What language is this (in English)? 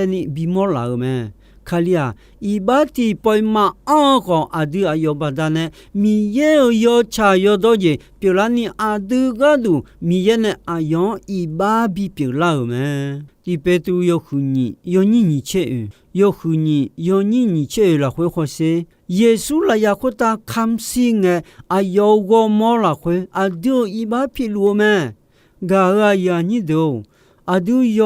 Akha